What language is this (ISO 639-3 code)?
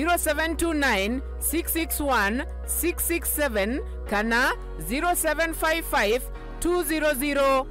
mer